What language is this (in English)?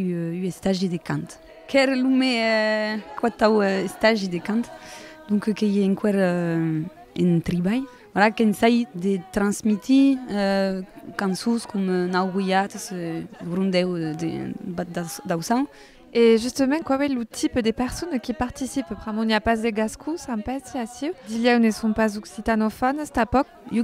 Occitan